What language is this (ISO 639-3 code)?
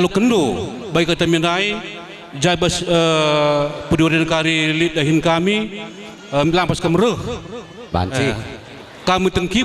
btx